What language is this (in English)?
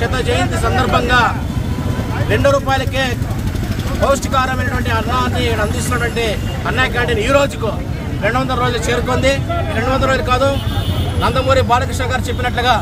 Telugu